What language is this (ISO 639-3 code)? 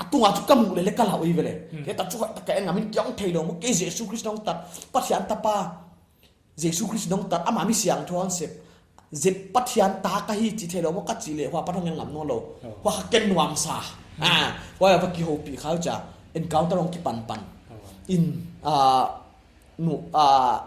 pck